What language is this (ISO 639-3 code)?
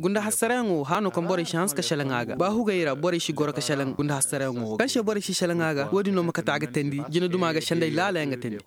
ses